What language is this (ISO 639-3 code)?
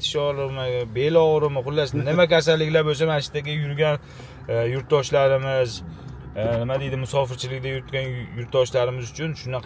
uzb